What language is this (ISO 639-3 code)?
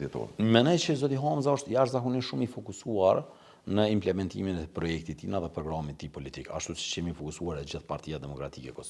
sqi